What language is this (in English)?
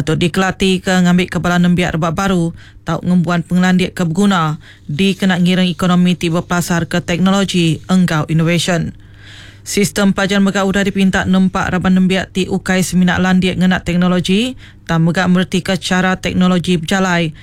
Iban